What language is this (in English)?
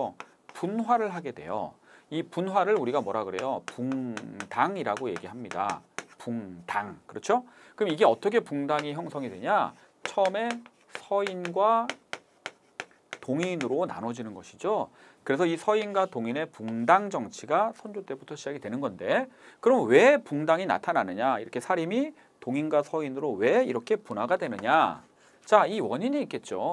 Korean